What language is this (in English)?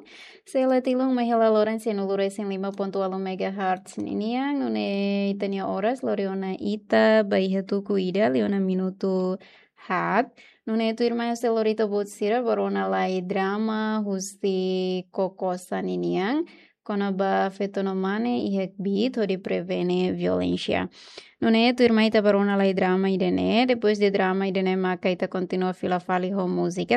Tetum